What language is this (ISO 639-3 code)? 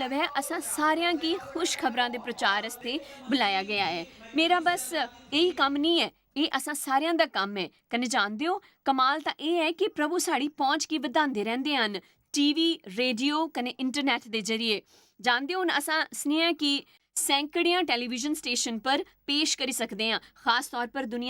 doi